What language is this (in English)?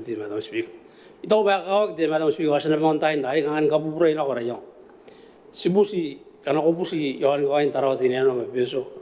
Gilbertese